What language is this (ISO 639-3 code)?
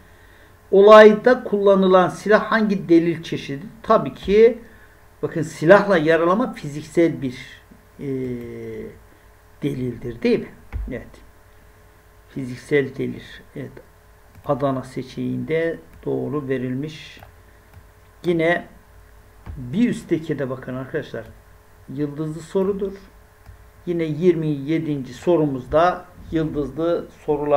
tur